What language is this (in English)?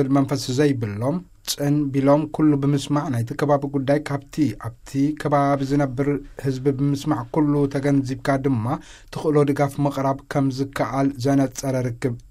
Tigrinya